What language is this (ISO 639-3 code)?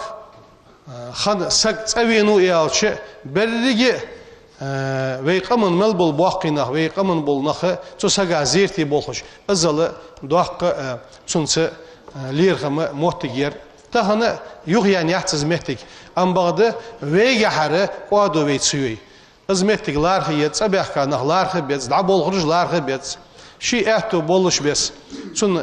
inh